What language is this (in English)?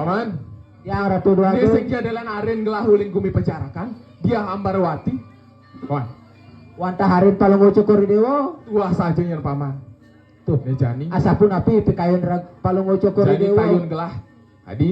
Balinese